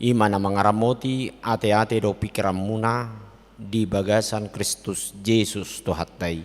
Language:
Batak Toba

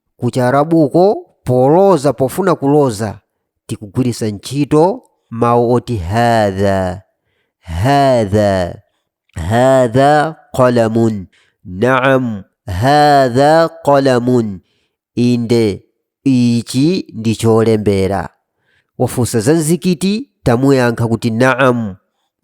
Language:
Nyanja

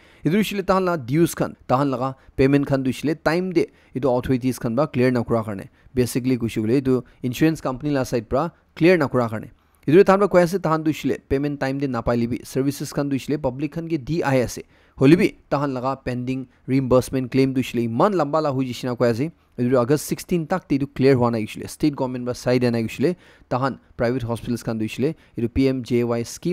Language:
Naga Pidgin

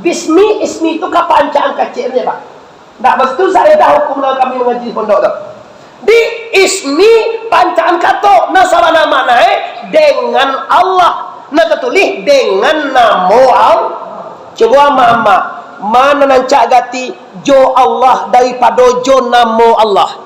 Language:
Minangkabau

